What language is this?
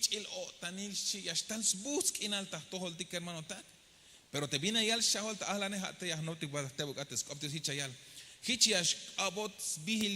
Tzeltal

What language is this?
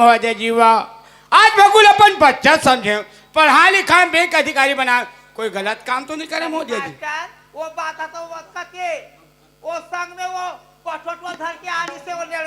Chhattisgarhi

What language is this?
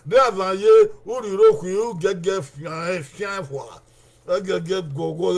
Bini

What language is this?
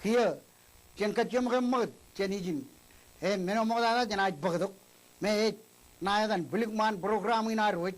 Marshallese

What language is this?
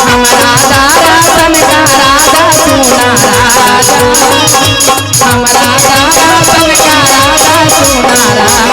Magahi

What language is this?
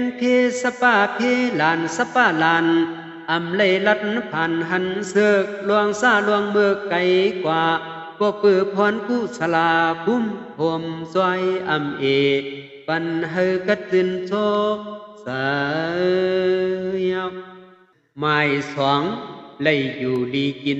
Shan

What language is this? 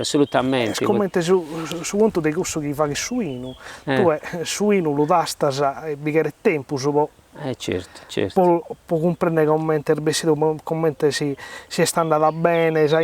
Sardinian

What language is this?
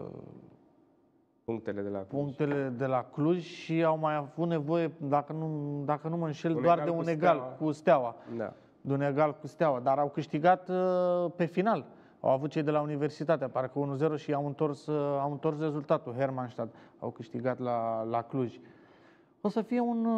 Romanian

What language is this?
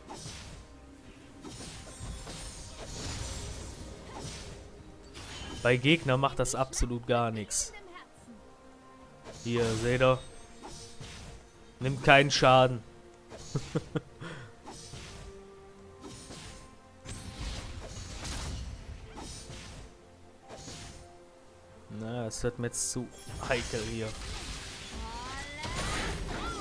German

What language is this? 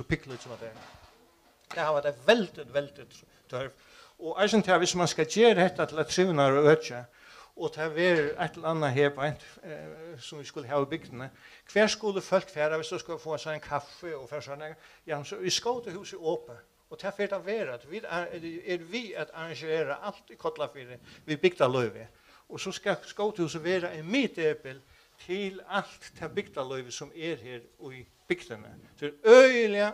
Faroese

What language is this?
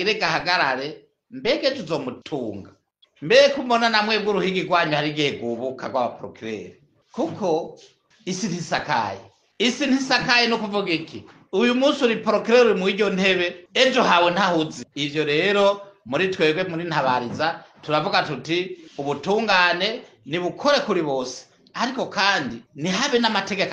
Rundi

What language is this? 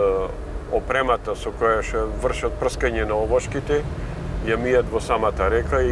Macedonian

